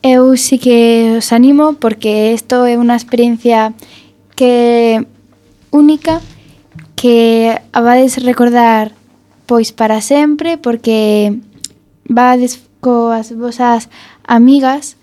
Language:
Galician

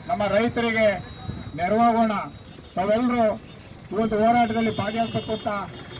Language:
Kannada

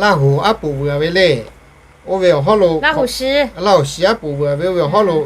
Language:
Lahu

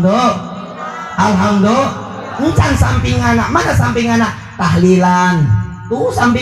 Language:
Sundanese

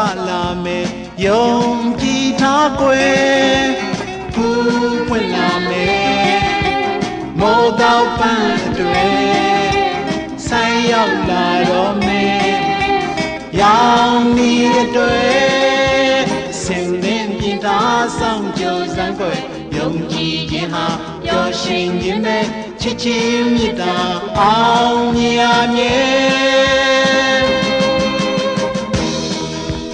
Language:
Burmese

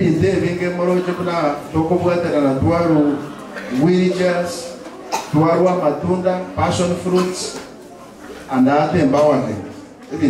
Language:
Gusii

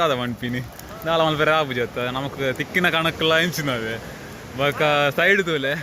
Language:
Tulu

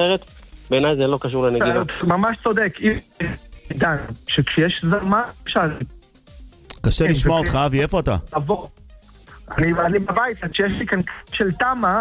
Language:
Hebrew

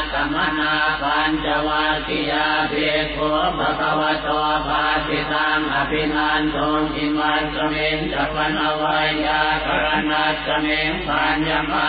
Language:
Pali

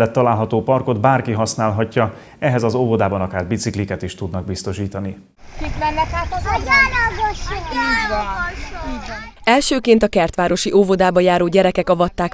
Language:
Hungarian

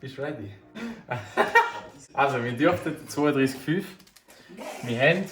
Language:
Swiss German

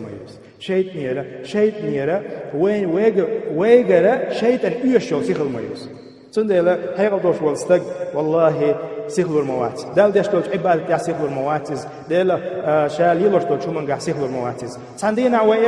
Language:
Chechen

